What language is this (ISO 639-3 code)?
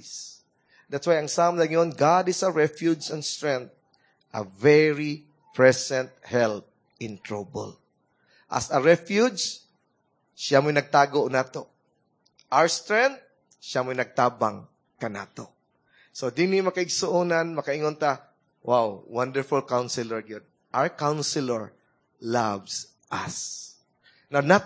ceb